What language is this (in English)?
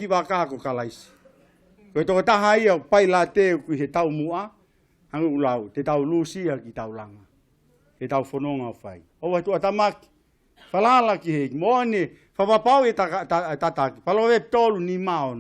Tongan